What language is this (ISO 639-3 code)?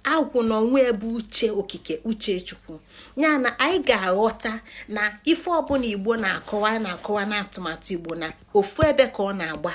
ibo